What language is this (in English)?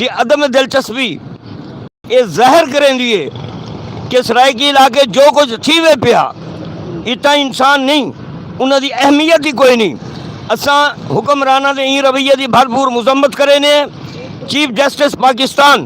Saraiki